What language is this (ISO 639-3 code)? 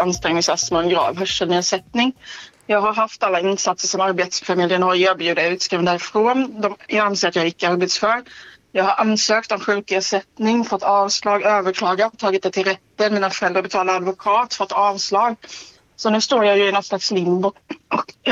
swe